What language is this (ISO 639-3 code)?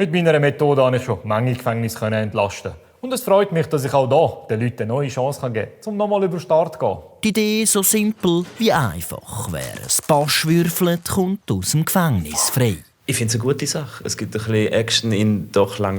gsw